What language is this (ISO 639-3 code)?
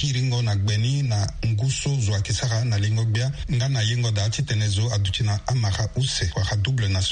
sag